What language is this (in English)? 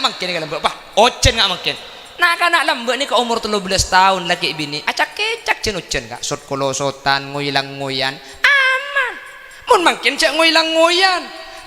Madurese